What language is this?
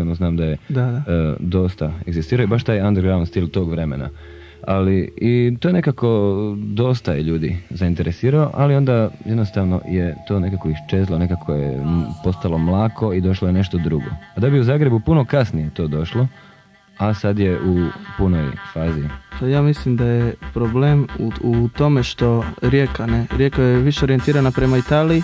Croatian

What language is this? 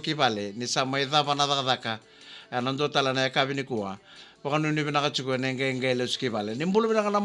Fijian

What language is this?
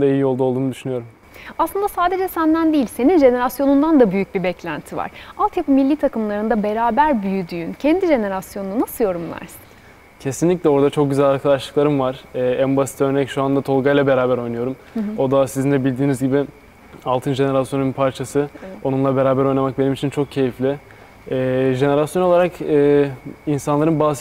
Turkish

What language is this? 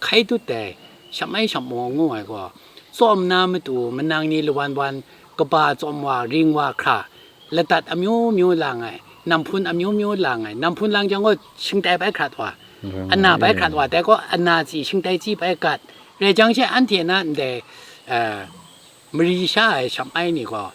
Kachin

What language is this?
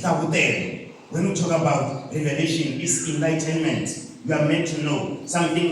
Tsonga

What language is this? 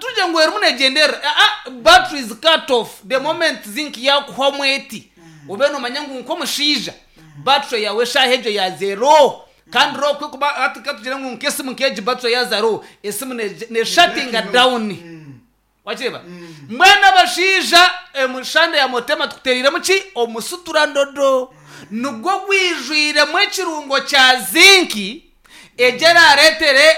Nyankole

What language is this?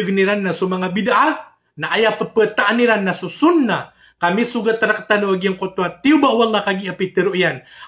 Maranao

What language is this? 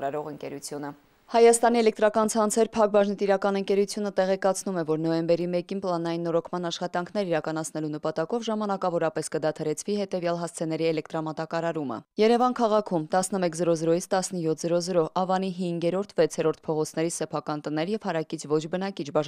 Armenian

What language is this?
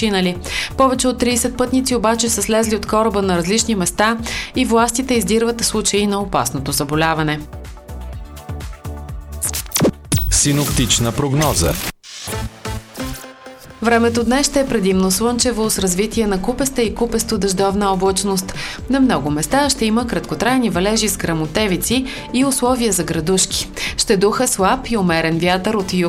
Bulgarian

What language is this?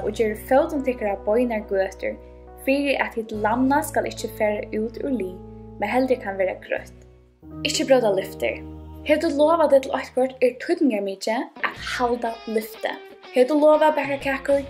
Faroese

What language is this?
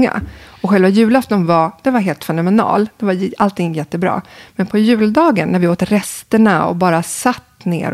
Swedish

